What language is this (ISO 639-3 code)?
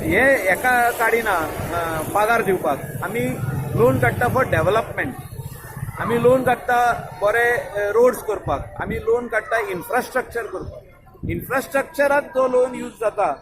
kok